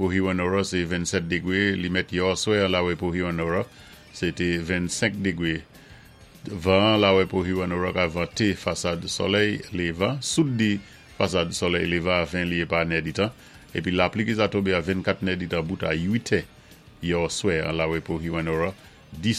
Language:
Saint Lucian Creole French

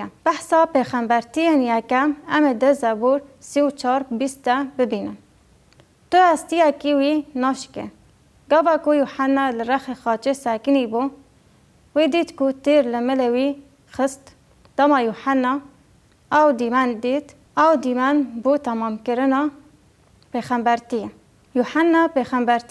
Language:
Kurdish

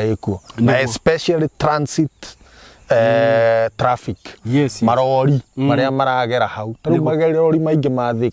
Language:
Kikuyu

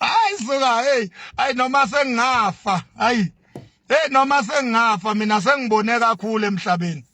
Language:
Zulu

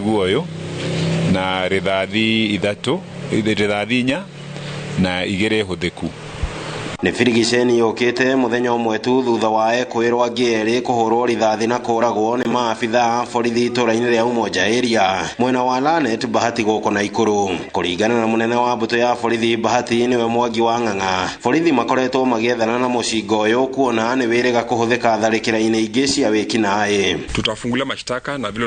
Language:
Kikuyu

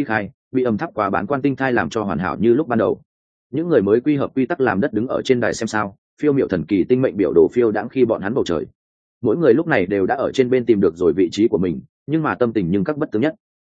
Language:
Vietnamese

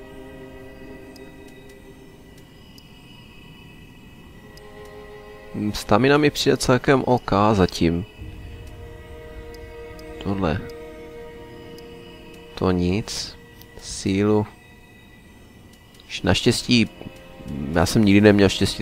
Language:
Czech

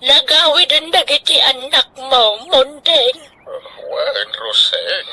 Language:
Iloko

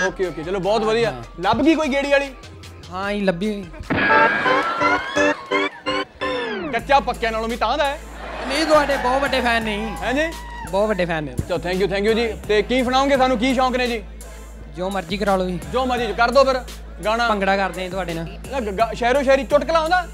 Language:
Punjabi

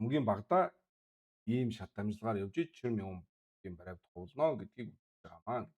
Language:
Mongolian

